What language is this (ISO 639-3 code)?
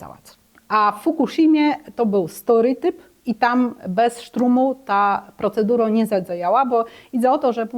csb